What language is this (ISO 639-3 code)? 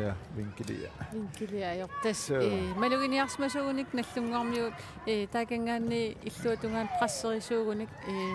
kal